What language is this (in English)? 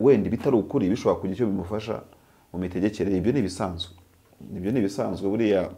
Kinyarwanda